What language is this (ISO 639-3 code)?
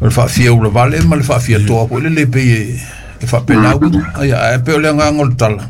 smo